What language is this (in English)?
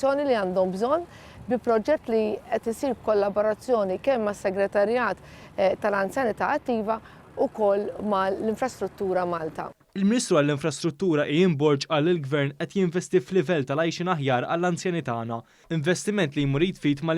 Maltese